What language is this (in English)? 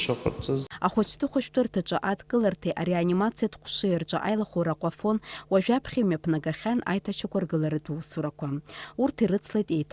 Abkhazian